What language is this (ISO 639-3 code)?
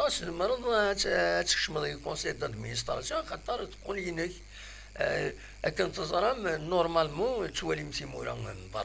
kab